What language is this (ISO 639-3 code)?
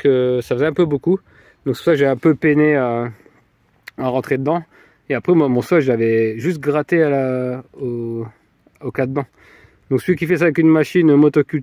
fra